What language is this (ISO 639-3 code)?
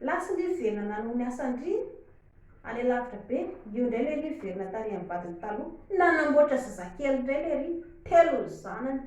mlg